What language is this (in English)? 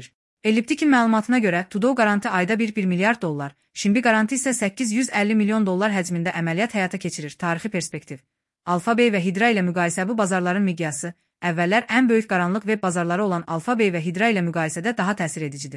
Azerbaijani